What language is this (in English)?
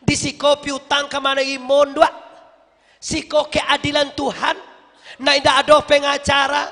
Minangkabau